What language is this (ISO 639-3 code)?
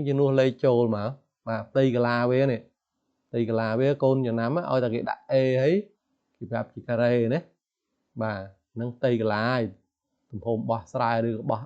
khm